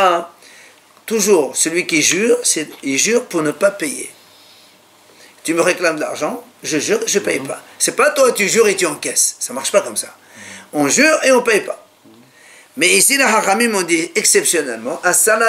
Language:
French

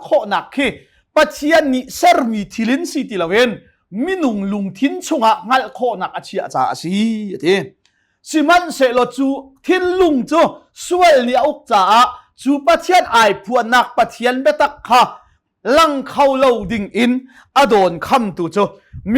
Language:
Hakha Chin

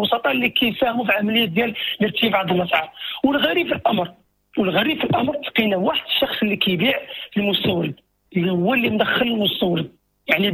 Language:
Moroccan Arabic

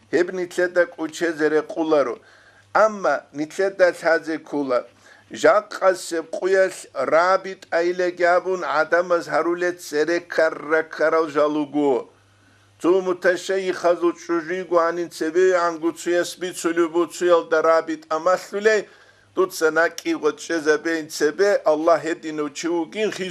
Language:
Avaric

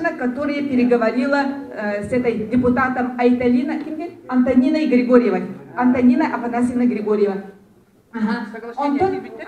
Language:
Yakut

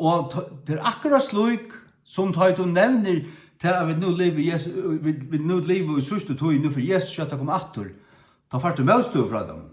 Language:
Faroese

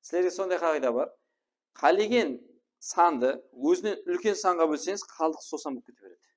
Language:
Kara-Kalpak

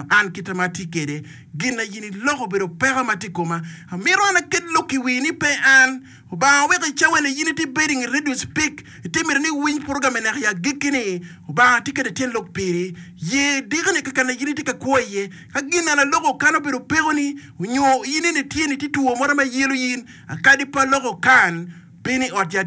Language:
Acoli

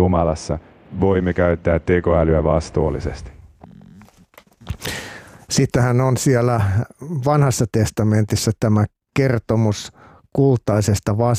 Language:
Finnish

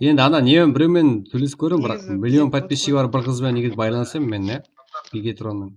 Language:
Kara-Kalpak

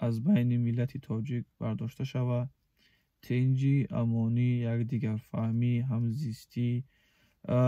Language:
Tajik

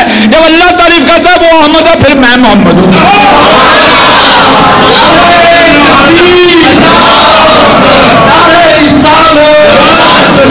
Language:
Urdu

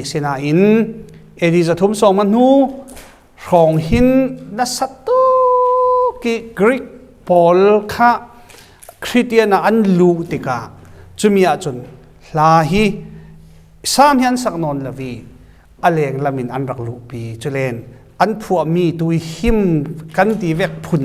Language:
Falam Chin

